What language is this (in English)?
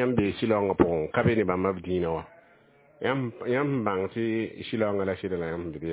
Mossi